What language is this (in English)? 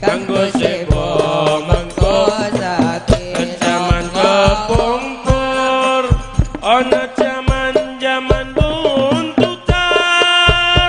Madurese